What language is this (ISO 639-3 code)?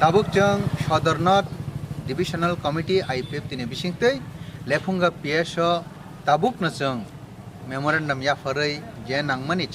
trp